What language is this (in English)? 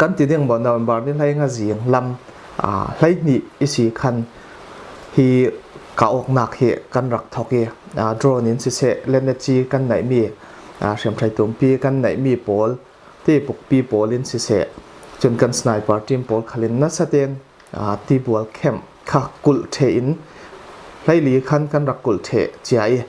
Falam Chin